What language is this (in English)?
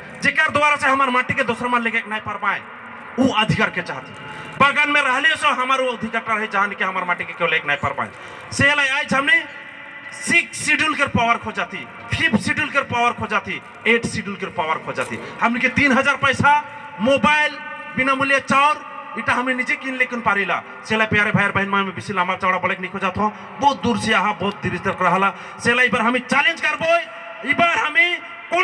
Sadri